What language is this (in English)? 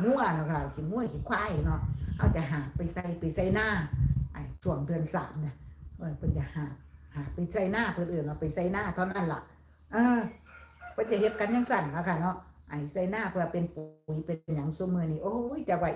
Northeastern Thai